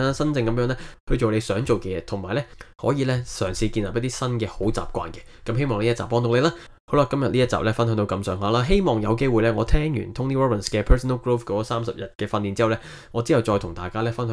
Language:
Cantonese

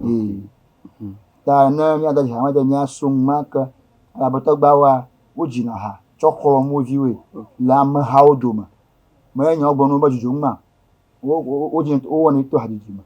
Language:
Ewe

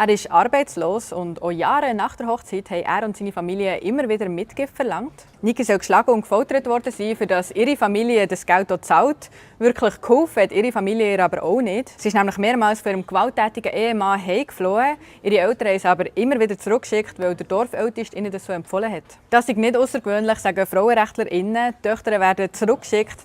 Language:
Swiss German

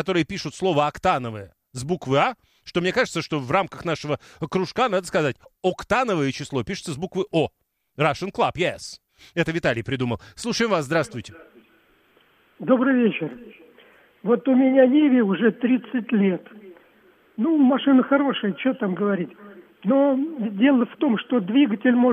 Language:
Russian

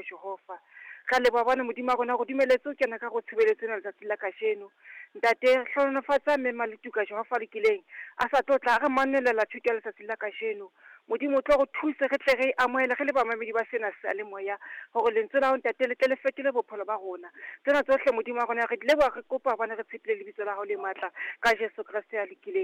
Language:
Southern Sotho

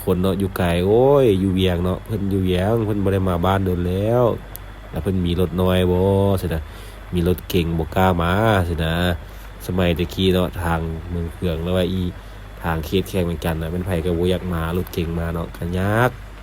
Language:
Lao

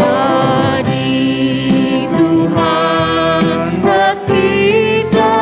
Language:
Batak Karo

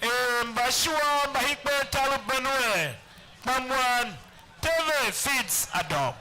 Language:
Tiv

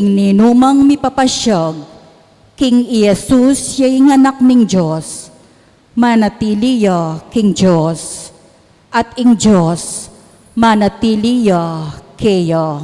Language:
Pampanga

